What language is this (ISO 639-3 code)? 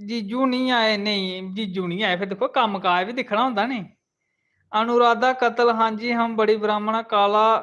doi